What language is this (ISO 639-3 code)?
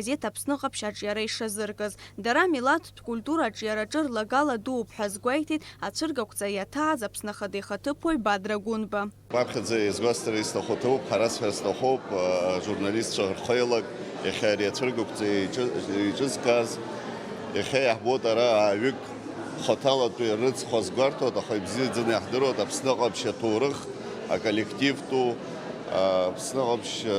abk